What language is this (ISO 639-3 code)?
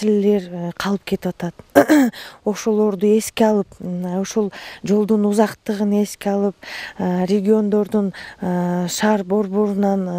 kir